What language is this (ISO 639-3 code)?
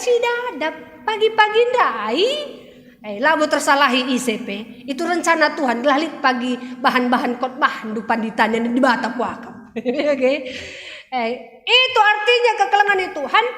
btx